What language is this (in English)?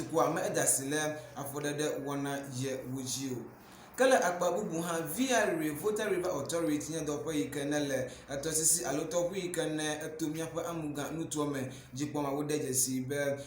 Ewe